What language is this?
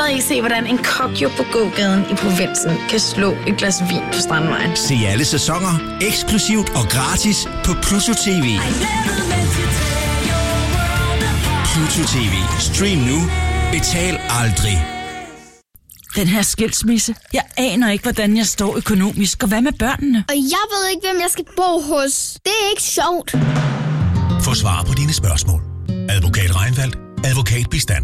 Danish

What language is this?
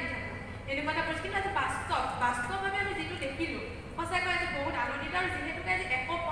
Assamese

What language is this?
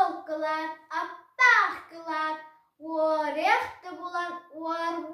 Yakut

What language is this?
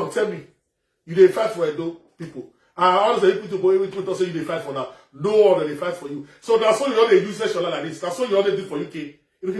Nigerian Pidgin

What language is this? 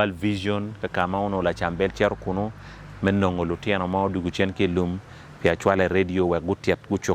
Acoli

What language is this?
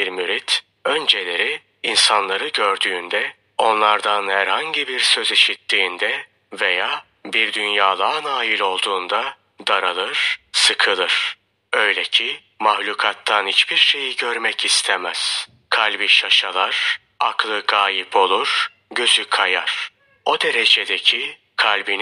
Turkish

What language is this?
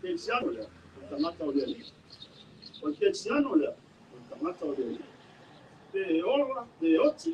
Samoan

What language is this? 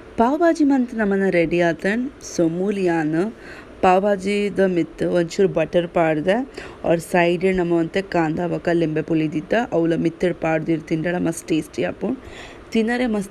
Tulu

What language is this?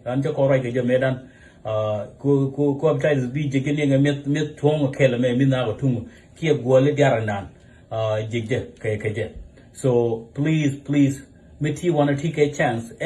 Nuer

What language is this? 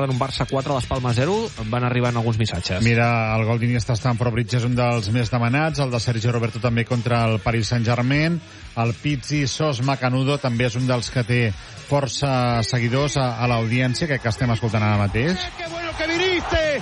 Catalan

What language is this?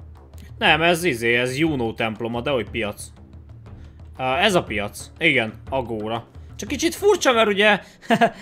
Hungarian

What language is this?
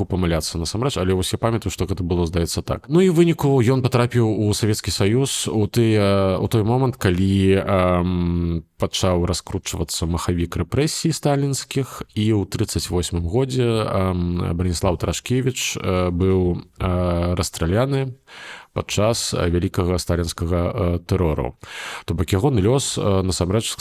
Belarusian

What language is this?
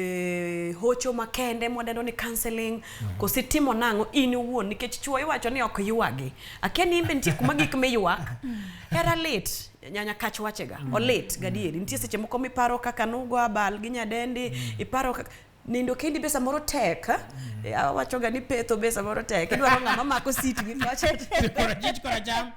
Luo (Kenya and Tanzania)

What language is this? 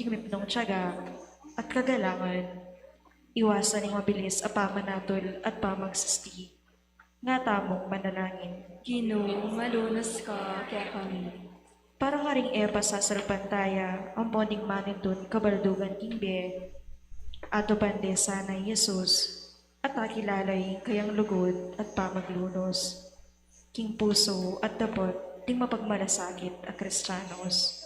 Pampanga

